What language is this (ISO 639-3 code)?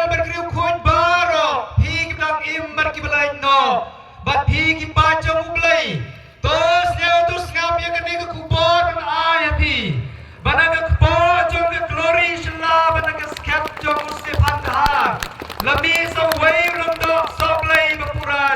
kha